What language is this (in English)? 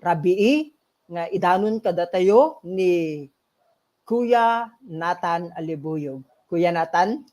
Iloko